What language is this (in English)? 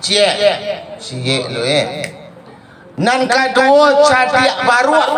Minangkabau